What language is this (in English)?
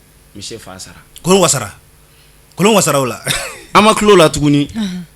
Bambara